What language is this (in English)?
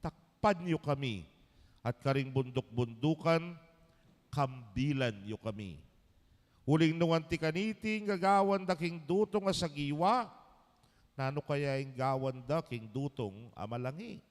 Pampanga